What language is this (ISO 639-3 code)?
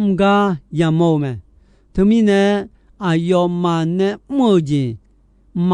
ahk